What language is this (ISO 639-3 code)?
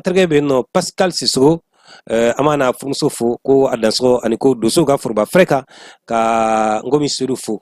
bam